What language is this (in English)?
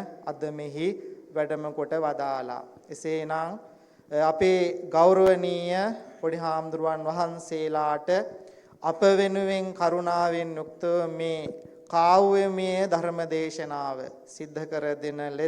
Sinhala